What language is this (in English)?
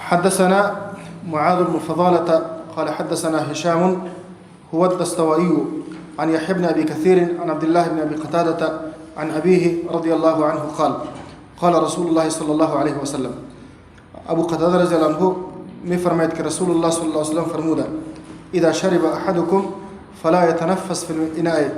Persian